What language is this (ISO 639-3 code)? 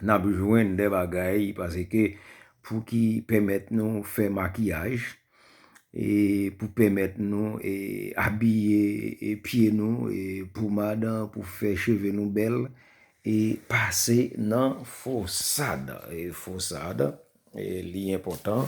hat